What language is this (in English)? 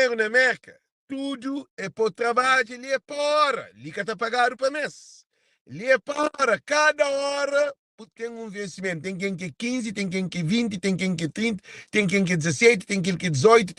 Kabuverdianu